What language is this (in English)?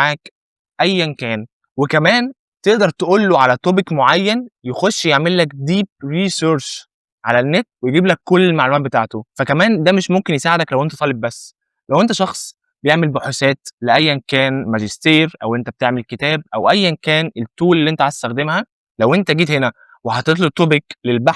Egyptian Arabic